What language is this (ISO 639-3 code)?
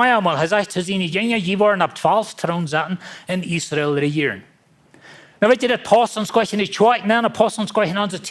pdt